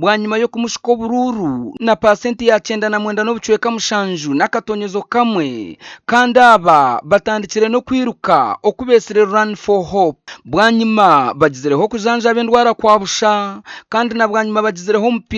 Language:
Nyankole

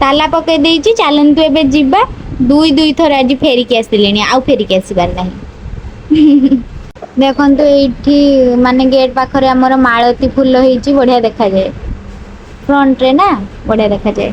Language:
Odia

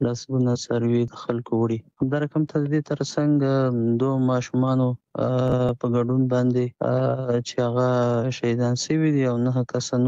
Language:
Pashto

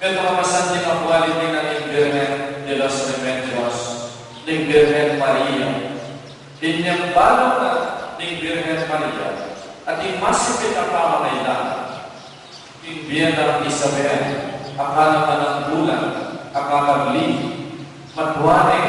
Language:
Pampanga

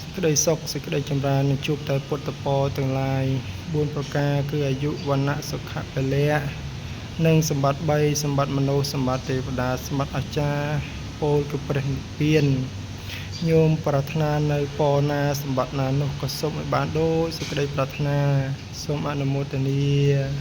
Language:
Khmer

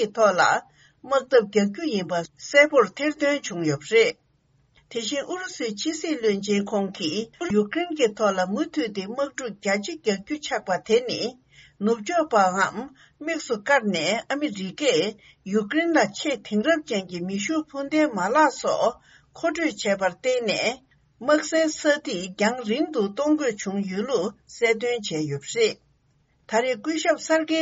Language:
Tibetan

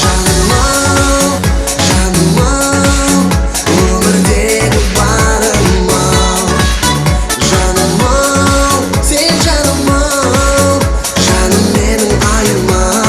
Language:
Kara-Kalpak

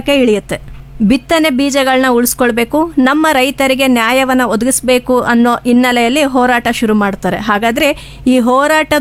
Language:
Kannada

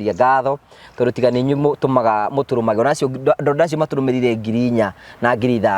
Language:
Kikuyu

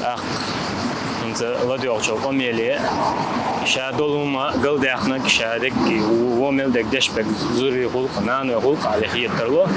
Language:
Chechen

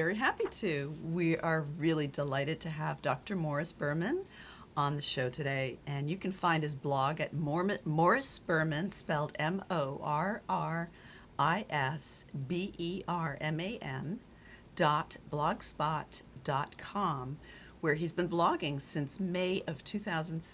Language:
English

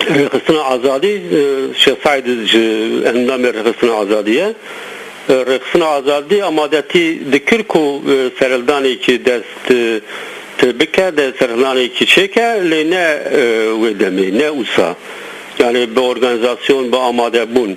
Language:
Zaza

